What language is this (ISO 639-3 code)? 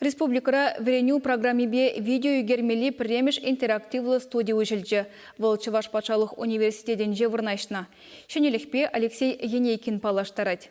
chv